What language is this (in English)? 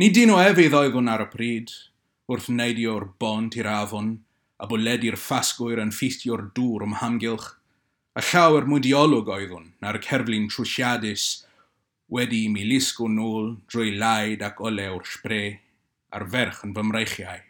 Welsh